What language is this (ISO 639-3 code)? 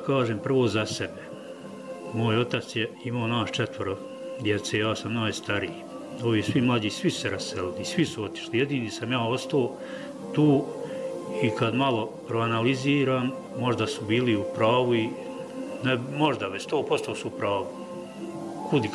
bos